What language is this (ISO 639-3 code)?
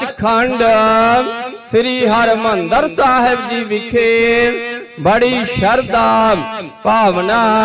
pan